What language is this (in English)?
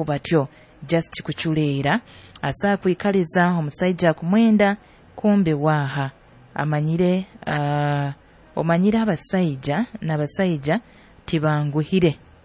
Nyoro